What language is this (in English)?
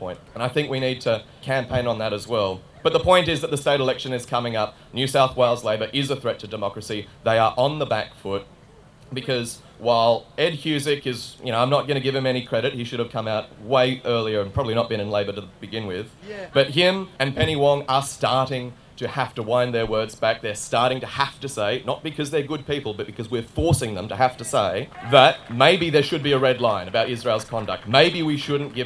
English